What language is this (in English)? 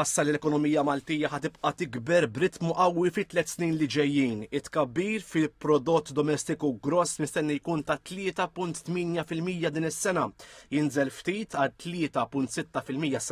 Maltese